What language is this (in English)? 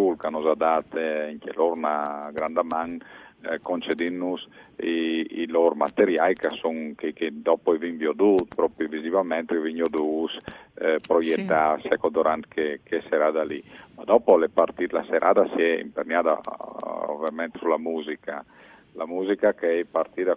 Friulian